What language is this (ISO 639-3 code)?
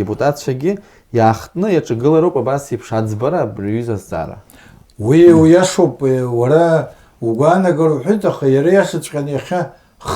abk